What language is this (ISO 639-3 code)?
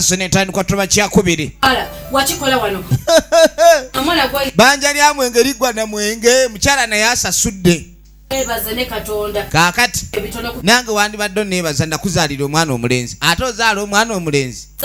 lug